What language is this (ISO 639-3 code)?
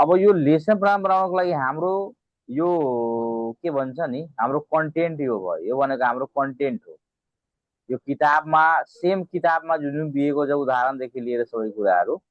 nep